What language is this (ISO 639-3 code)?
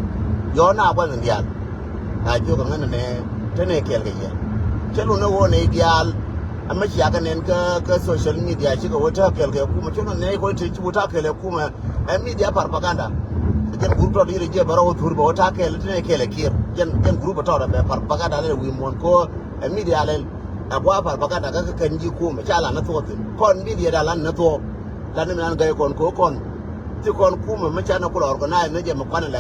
nus